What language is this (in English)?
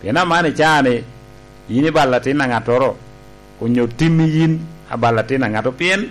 Lango (Uganda)